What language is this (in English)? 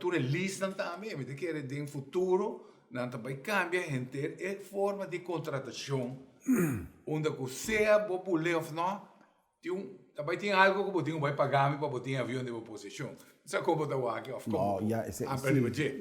Papiamento